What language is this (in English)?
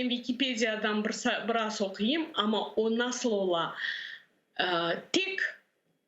Crimean Tatar